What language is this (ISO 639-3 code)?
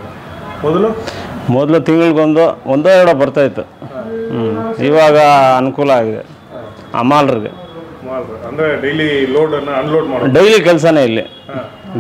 kan